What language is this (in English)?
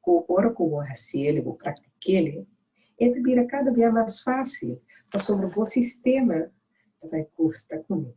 Papiamento